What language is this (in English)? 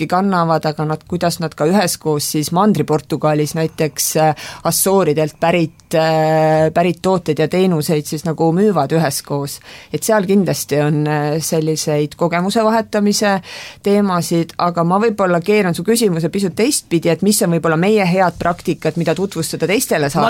Estonian